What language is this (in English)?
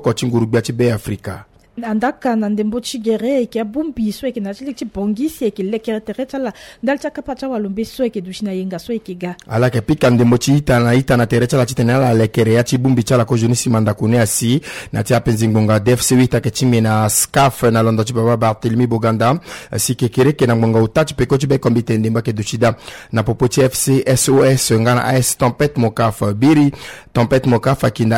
Sango